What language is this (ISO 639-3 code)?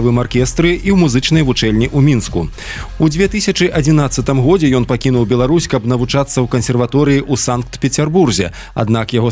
bel